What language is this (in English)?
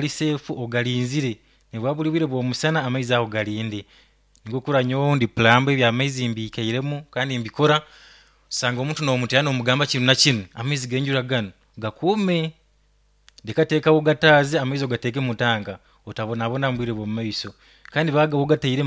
Nyoro